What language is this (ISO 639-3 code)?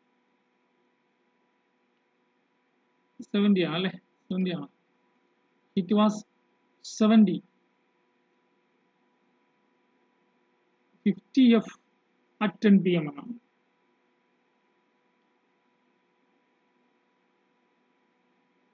mal